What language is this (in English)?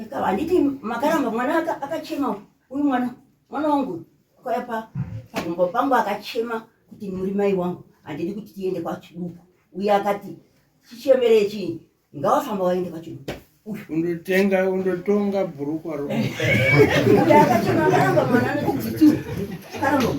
Shona